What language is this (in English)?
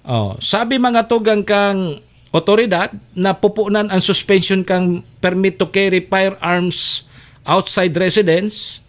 Bikol